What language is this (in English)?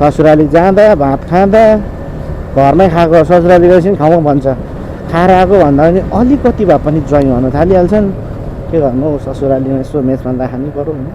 Nepali